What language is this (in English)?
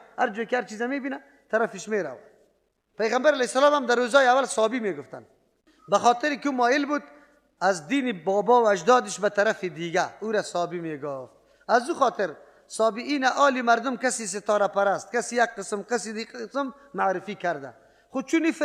Persian